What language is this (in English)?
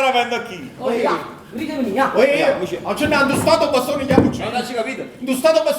Neapolitan